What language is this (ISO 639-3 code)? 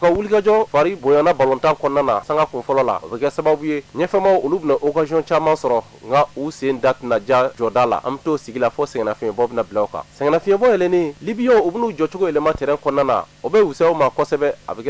bam